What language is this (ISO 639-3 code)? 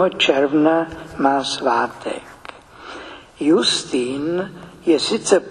ces